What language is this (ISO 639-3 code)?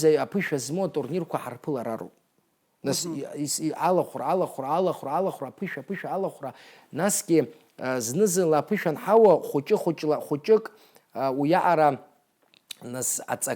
abk